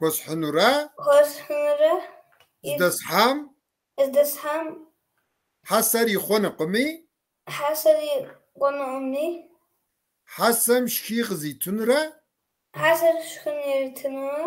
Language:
Kabardian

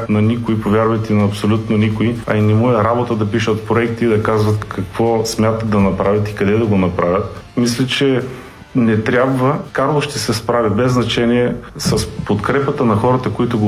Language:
Bulgarian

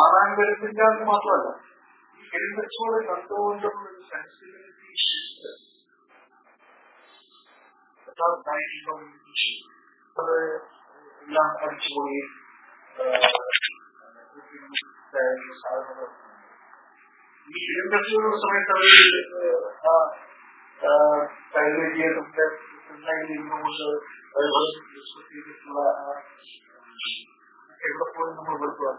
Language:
Malayalam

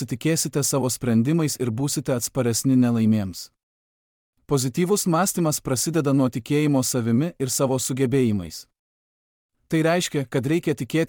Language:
Lithuanian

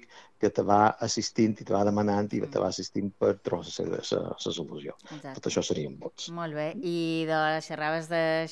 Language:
Catalan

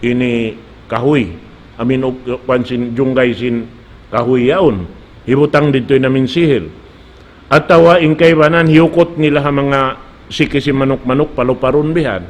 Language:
Tausug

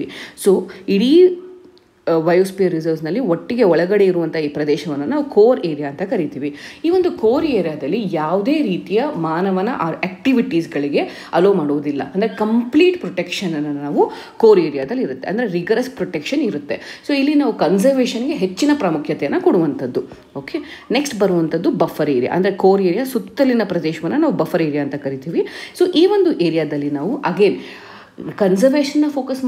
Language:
Kannada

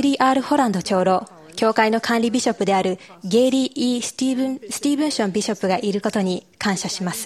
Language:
Japanese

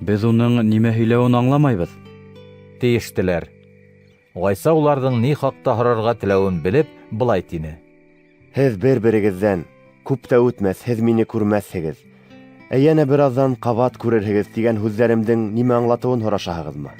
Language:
Bashkir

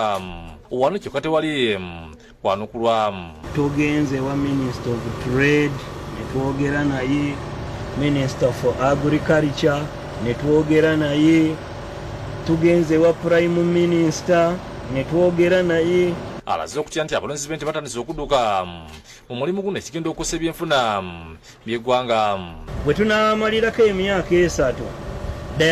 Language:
Ganda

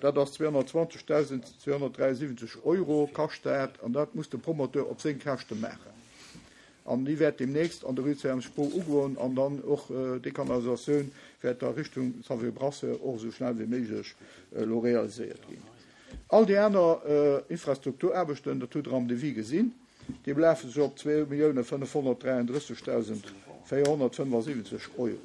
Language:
Luxembourgish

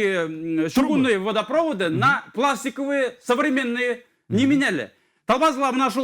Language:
Bashkir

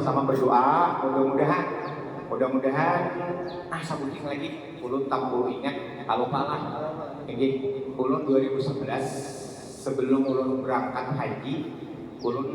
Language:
Banjar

